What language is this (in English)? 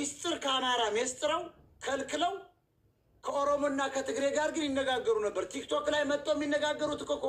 Amharic